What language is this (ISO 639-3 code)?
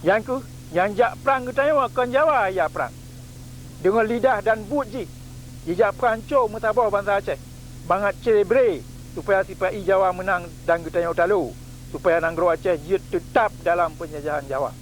ace